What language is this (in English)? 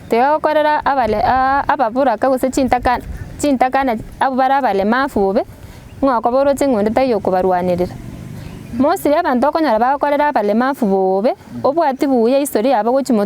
Gusii